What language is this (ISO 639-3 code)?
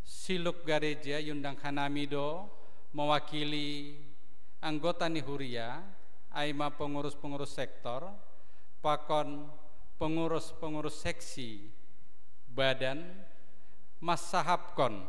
bts